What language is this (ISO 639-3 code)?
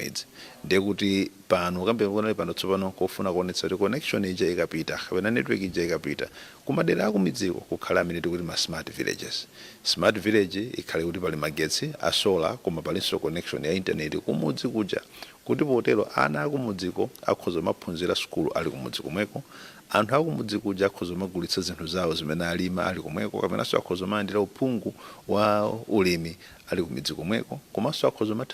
nya